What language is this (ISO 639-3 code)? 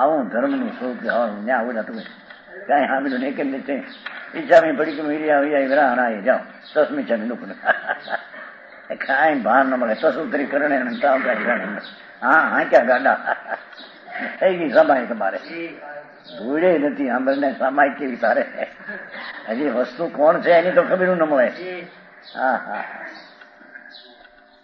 guj